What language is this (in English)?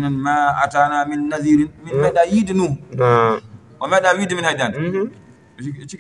Fula